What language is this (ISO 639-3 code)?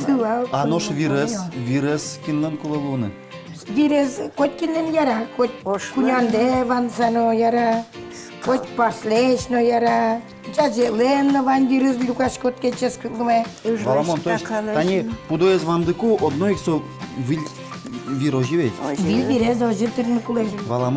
udm